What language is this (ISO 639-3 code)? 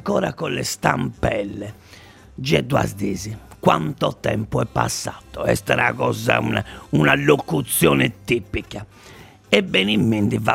ita